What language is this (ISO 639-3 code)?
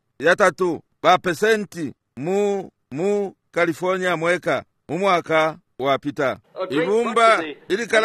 bem